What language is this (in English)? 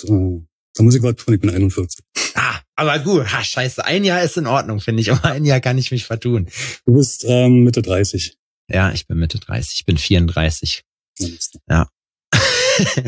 German